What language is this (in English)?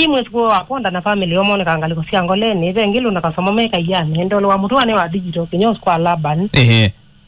Kamba